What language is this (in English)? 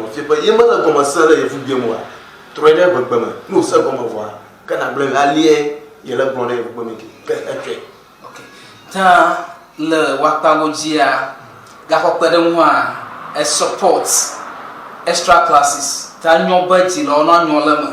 Ewe